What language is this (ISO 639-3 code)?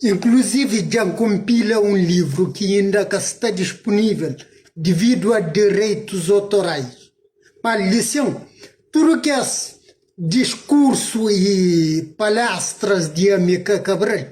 kea